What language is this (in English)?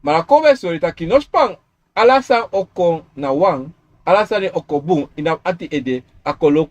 Sranan Tongo